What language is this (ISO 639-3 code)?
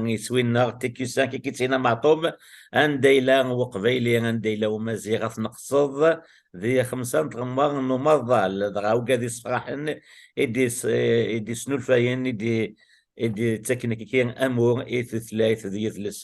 kab